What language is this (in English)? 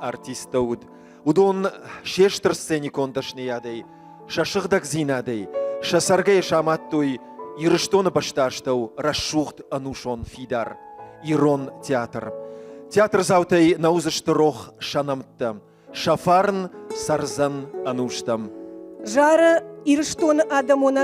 Ossetic